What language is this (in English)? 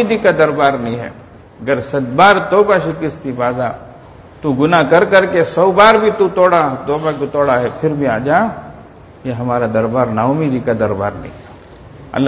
Urdu